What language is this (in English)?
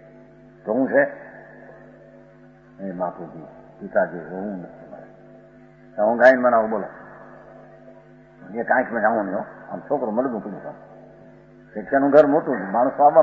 Gujarati